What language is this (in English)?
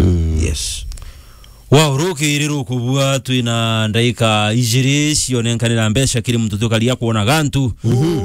Meru